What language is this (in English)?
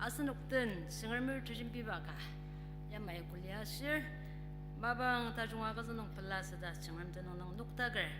Ao Naga